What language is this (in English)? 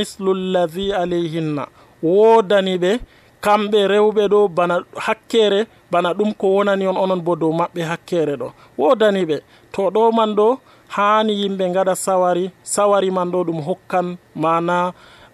Nigerian Fulfulde